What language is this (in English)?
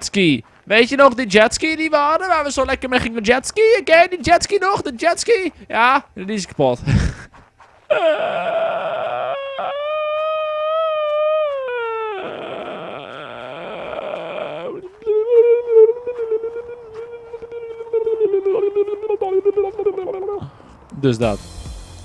Dutch